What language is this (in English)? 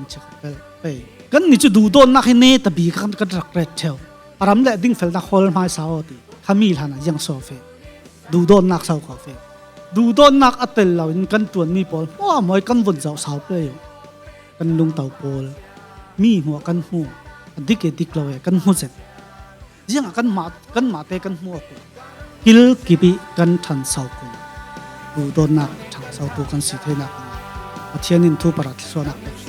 Falam Chin